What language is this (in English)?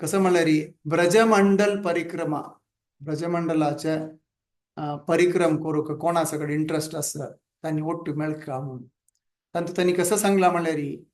Konkani